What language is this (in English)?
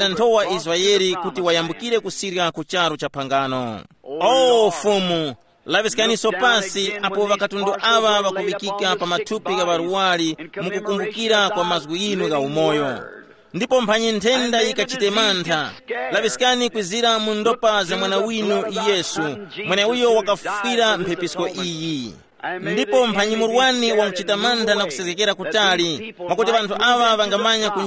Tumbuka